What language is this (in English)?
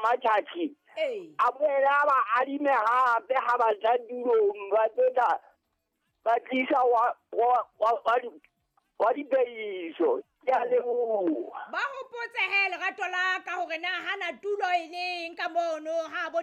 Southern Sotho